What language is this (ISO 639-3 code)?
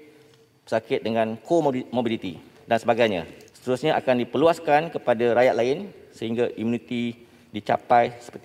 msa